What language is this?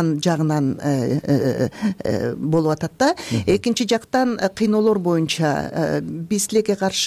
Kyrgyz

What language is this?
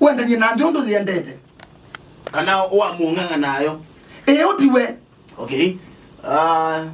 Kamba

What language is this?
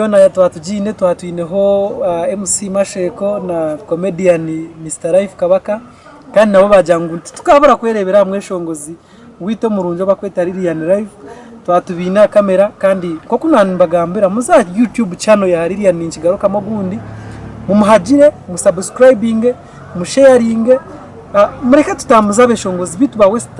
Nyankole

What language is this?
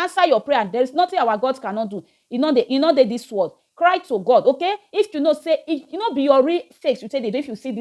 Nigerian Pidgin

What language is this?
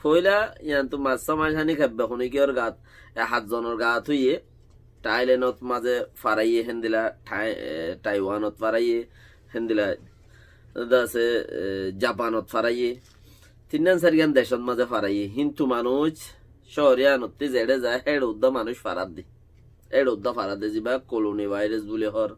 Rohingya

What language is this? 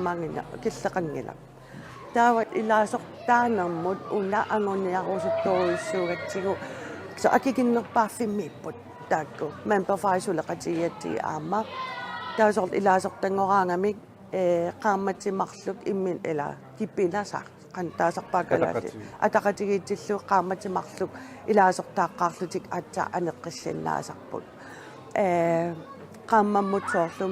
Kalaallisut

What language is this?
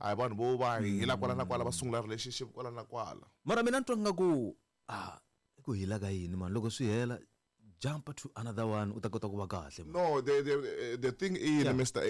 Tsonga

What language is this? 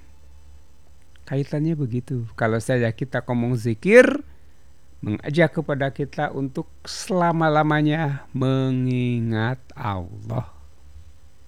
Indonesian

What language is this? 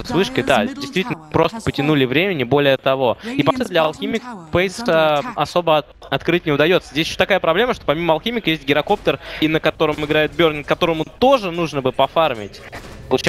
Russian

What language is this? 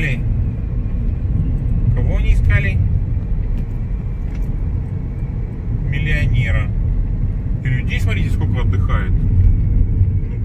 Russian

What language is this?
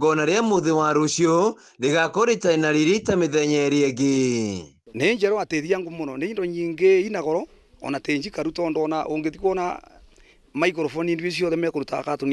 Kikuyu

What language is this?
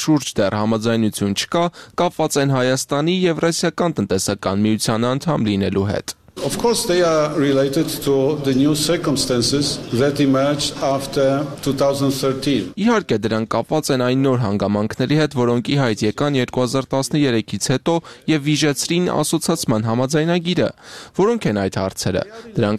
Armenian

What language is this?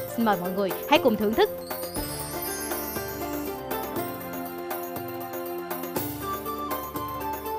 Vietnamese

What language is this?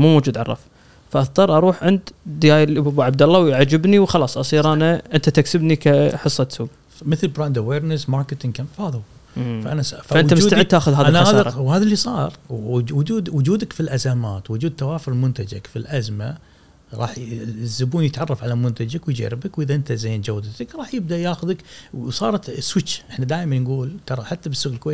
Gulf Arabic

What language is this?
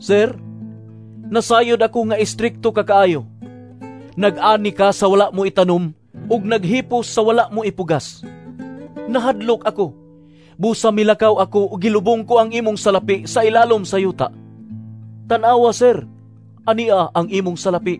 Cebuano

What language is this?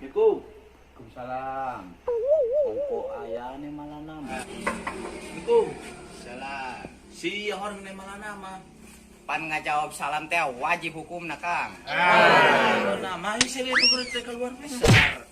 Sundanese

